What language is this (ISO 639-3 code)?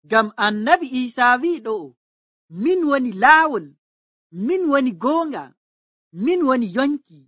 fuv